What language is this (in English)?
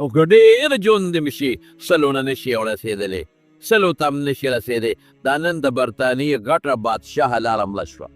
Pashto